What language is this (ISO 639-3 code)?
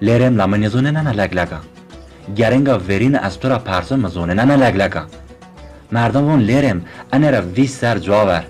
zza